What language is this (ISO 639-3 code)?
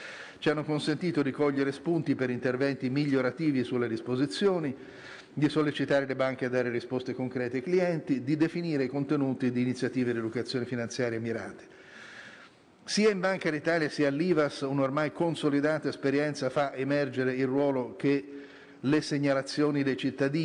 ita